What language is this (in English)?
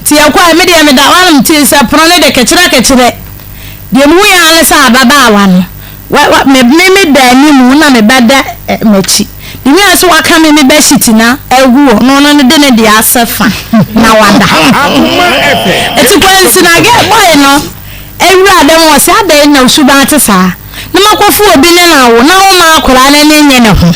Akan